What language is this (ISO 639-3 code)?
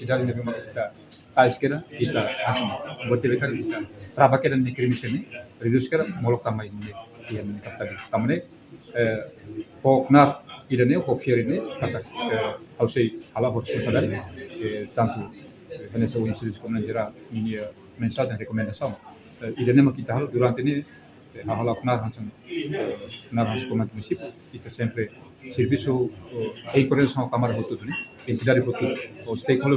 tet